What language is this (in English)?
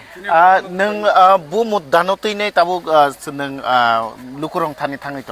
Kok Borok